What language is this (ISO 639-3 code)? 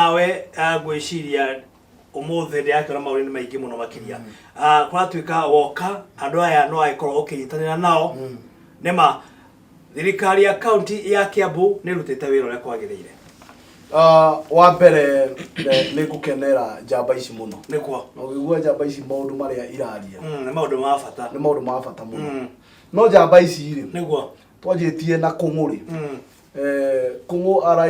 kik